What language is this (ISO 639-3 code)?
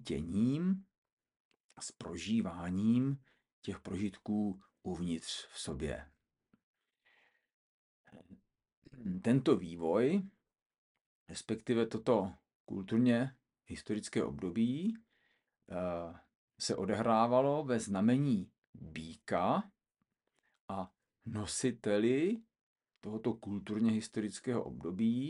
ces